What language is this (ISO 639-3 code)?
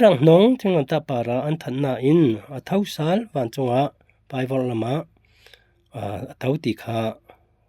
cfm